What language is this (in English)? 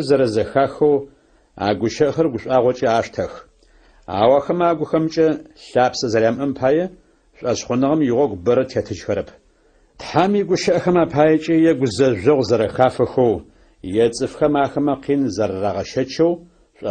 Adyghe